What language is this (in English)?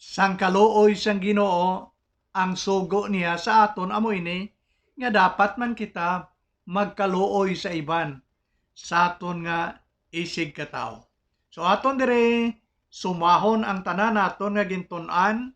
Hiligaynon